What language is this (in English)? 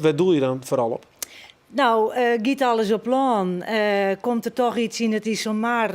Western Frisian